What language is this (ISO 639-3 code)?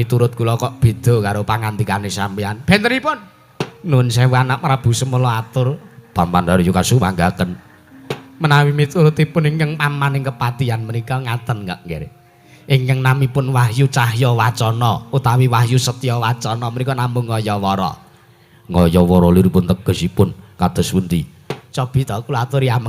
jav